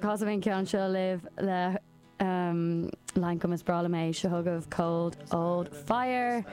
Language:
Irish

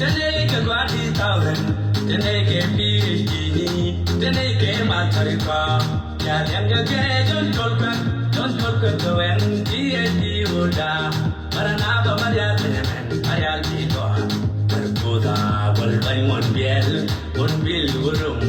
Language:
Nuer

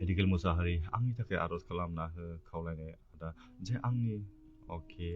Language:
Bodo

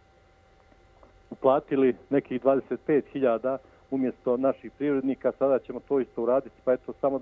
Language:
Bosnian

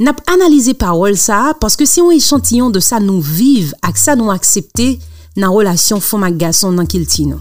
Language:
Haitian Creole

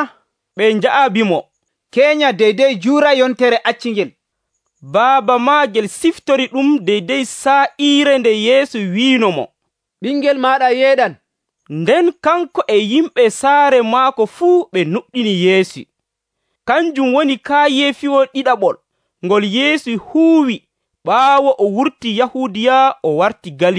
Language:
Nigerian Fulfulde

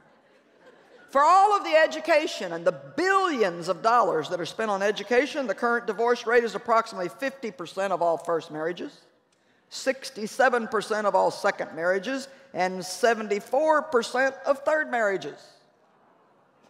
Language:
English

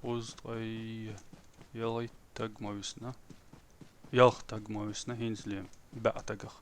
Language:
Chechen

